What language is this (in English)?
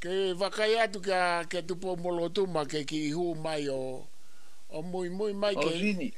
Tongan